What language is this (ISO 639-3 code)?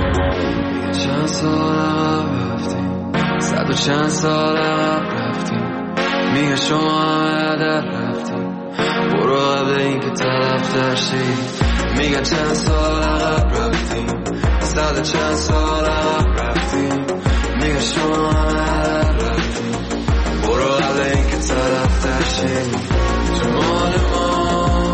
fas